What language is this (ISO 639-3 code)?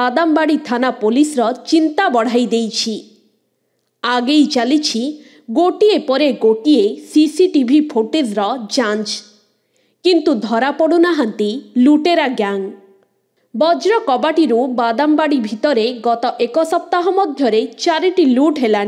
ori